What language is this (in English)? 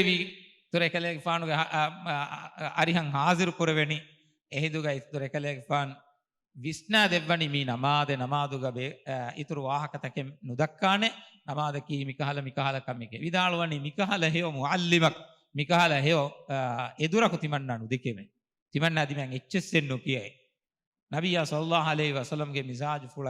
Divehi